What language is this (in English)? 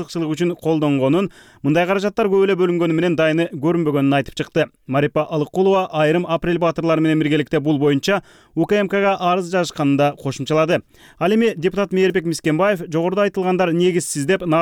Kyrgyz